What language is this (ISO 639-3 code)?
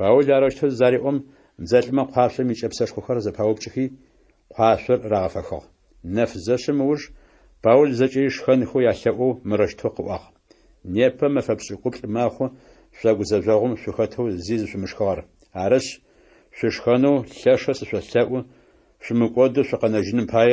ady